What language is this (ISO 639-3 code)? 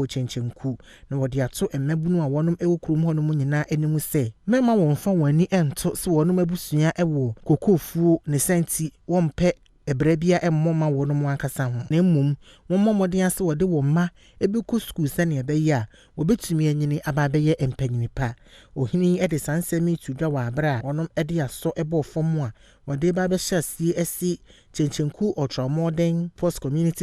aka